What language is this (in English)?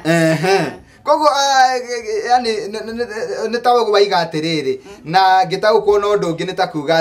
Kikuyu